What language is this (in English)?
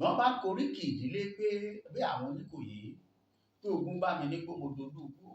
Yoruba